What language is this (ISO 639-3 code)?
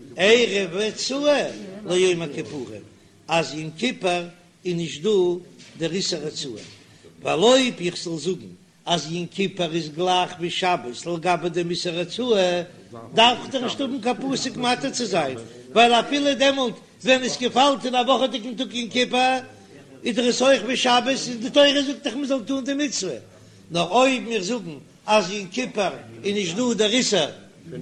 yid